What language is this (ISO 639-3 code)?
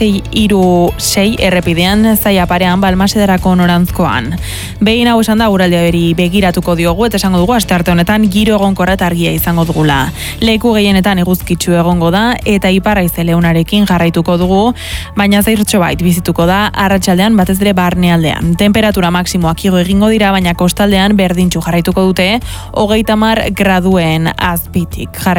eus